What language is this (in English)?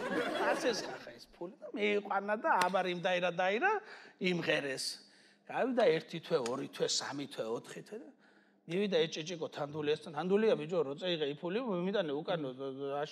Georgian